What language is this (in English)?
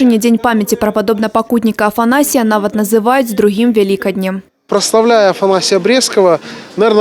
Belarusian